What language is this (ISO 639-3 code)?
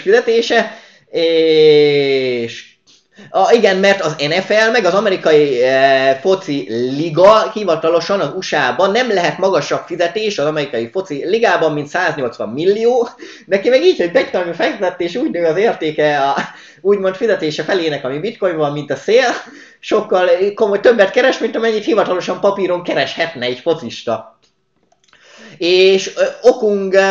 hun